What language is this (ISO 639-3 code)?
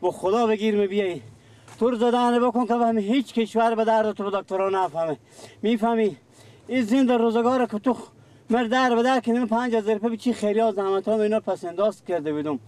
fas